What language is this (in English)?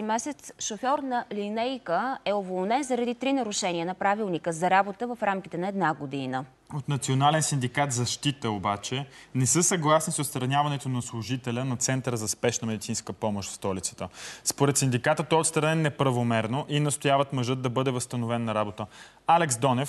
Bulgarian